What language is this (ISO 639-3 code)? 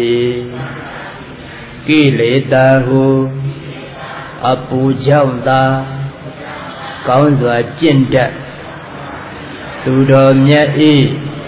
mya